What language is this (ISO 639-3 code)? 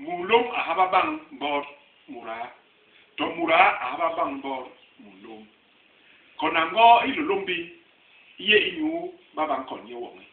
bas